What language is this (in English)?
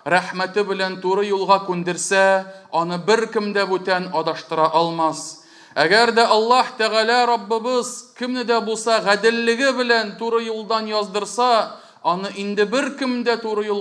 Tatar